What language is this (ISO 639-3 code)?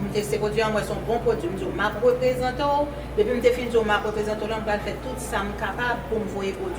hat